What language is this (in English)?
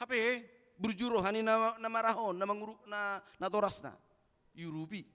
Batak Toba